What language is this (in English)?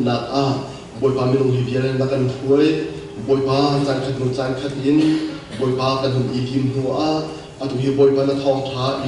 Hakha Chin